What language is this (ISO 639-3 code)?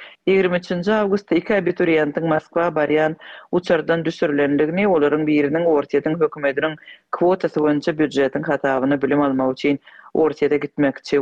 tuk